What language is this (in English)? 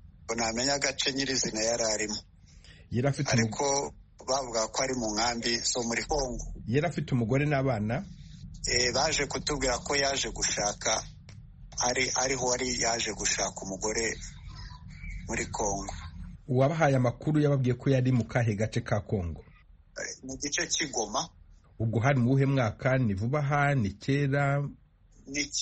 Kinyarwanda